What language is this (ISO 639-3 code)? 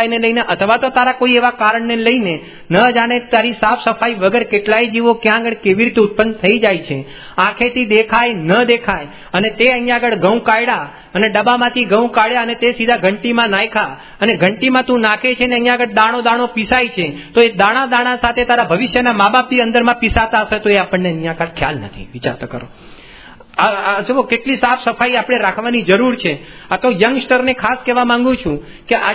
guj